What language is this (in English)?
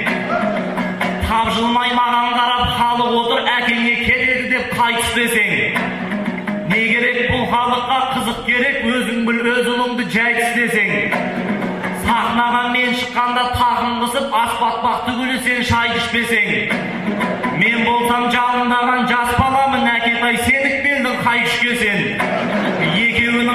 Kazakh